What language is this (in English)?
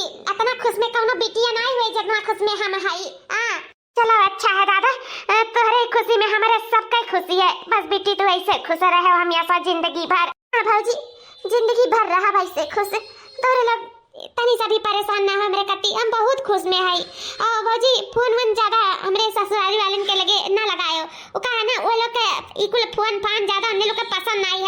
Awadhi